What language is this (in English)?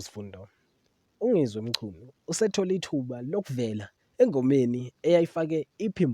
Zulu